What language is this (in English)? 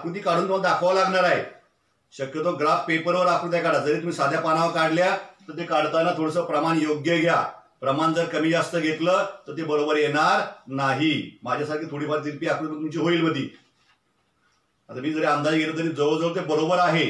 Marathi